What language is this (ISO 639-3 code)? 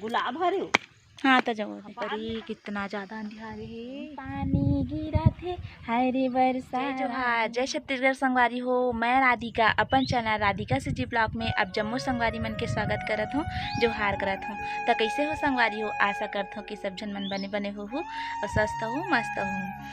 hne